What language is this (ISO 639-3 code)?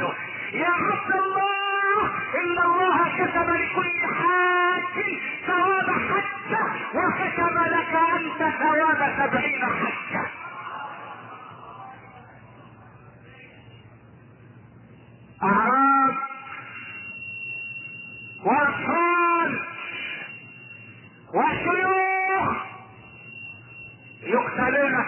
ara